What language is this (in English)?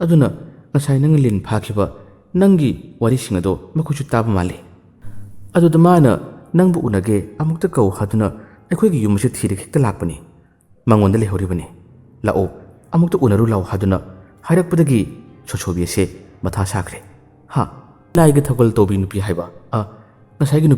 Manipuri